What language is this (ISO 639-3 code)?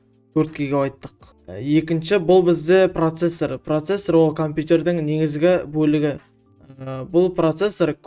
kaz